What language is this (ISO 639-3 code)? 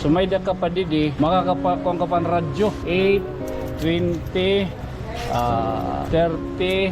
war